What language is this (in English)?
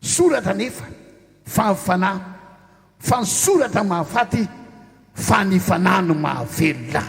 Malagasy